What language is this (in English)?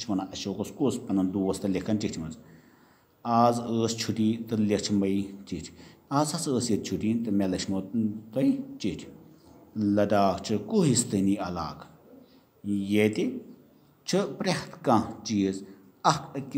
Kashmiri